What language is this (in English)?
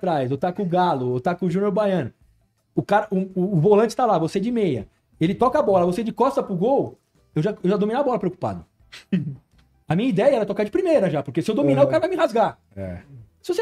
Portuguese